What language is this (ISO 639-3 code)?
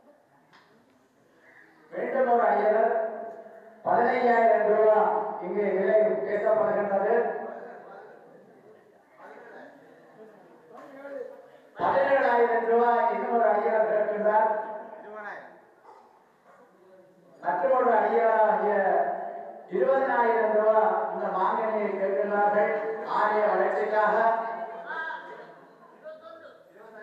tam